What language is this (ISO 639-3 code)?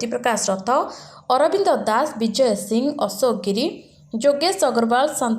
ori